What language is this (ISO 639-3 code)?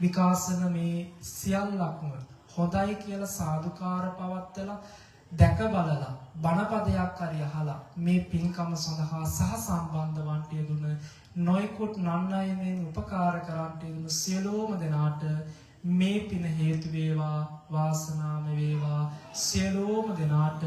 sin